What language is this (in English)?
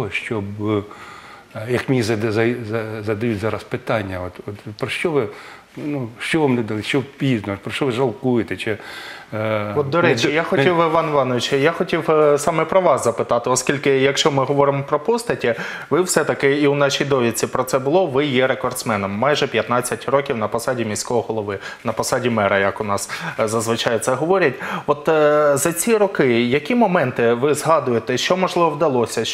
Ukrainian